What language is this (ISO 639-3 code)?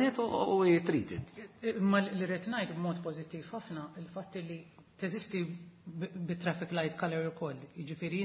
mlt